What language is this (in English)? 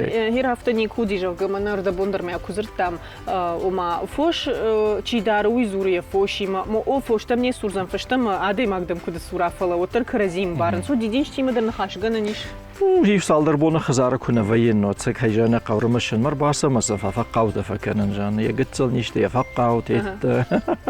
Ossetic